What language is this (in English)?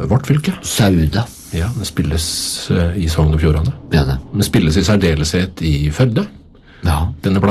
Norwegian